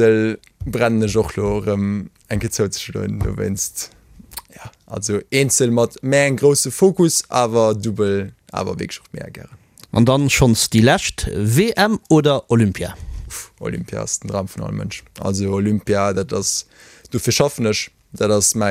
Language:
Luxembourgish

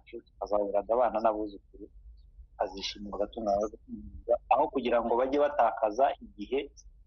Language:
Kinyarwanda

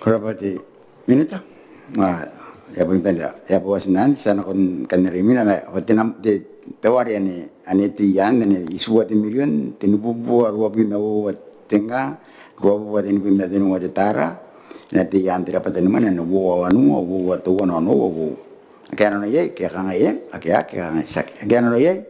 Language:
Gilbertese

